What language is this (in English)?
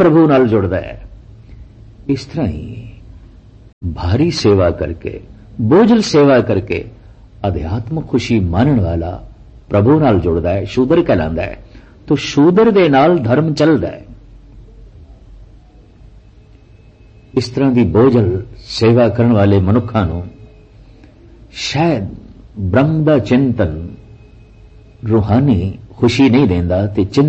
Punjabi